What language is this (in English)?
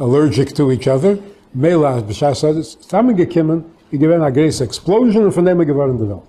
Yiddish